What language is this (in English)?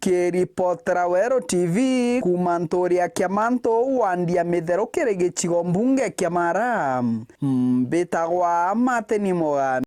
Meru